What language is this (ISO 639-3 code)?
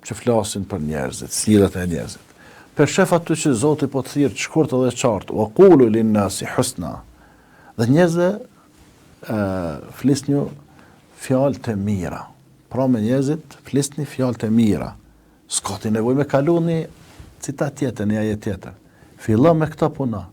sqi